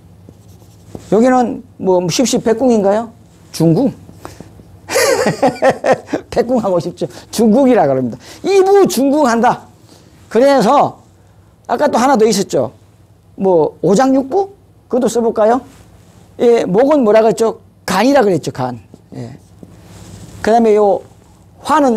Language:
Korean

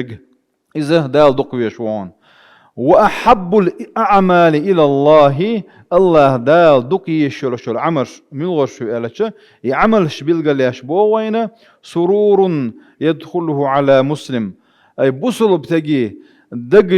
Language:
Chechen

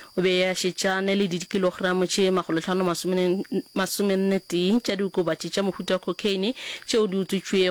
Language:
Northern Sotho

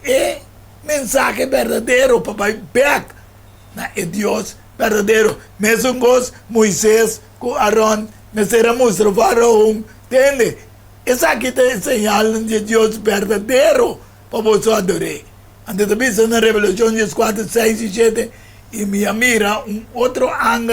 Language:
Papiamento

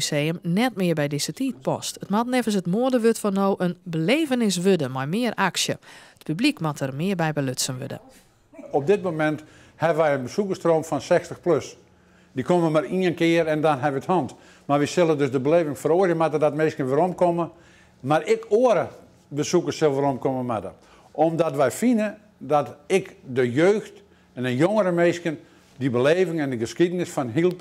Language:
Western Frisian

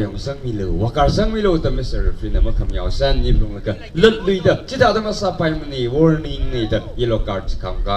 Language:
Tangkhul Naga (India)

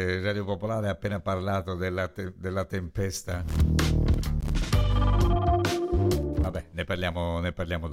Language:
Italian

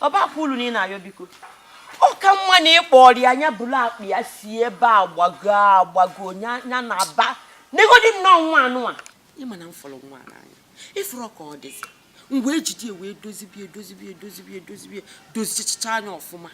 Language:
Igbo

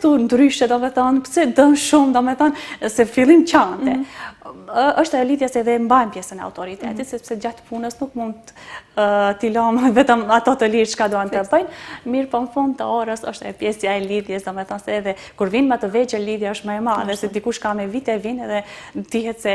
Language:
Albanian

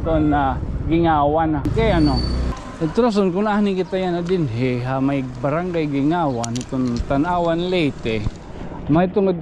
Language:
Waray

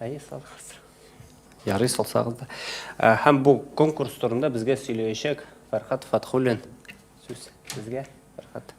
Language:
Tatar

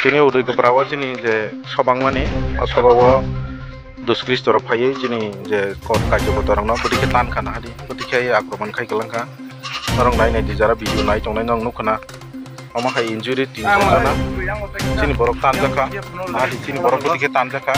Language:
Riang (India)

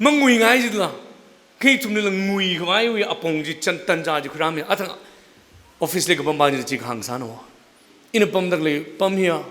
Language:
Tangkhul Naga (India)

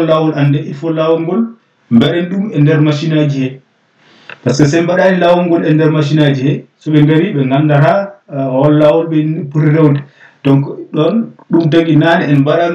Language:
Fula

